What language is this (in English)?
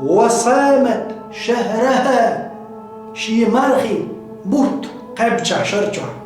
Chechen